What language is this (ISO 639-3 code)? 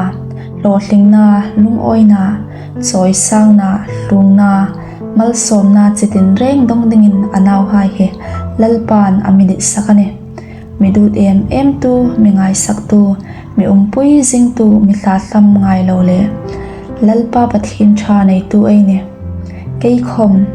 hmr